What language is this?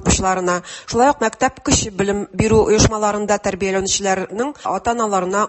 Tatar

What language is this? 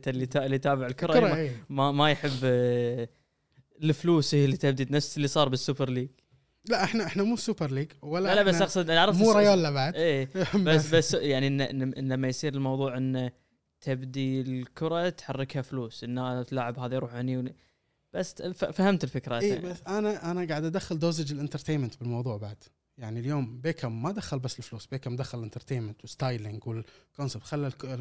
Gulf Arabic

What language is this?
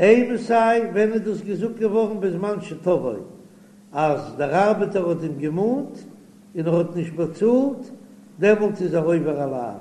Yiddish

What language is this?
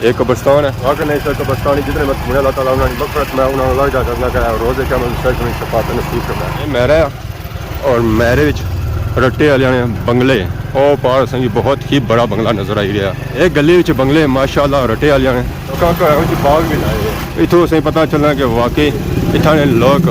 Pahari-Potwari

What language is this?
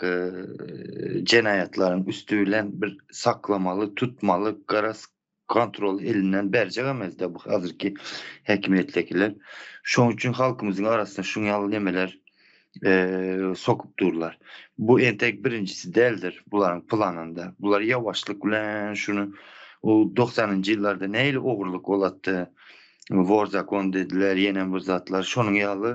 Turkmen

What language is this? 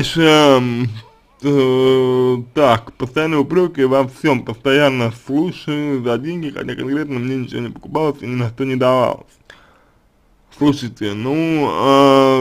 Russian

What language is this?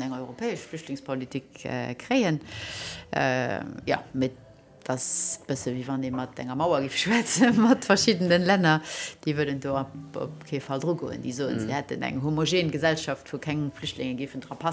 Luxembourgish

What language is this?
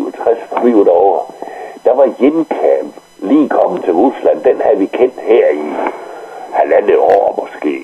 Danish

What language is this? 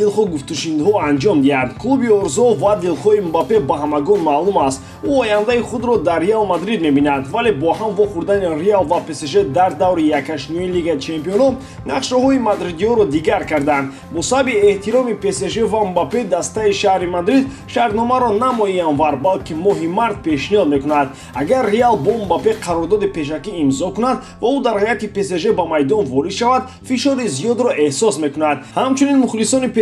Tajik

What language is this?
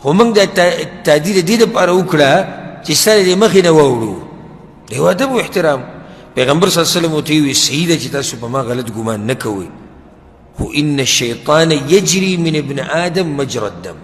Pashto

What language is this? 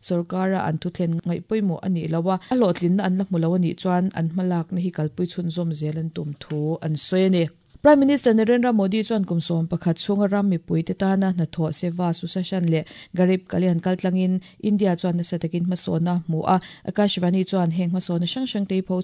Mizo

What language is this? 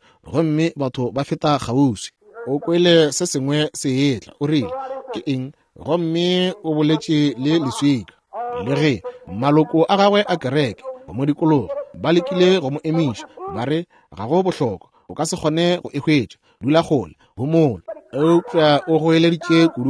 Northern Sotho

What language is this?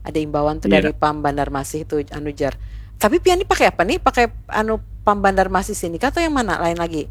Banjar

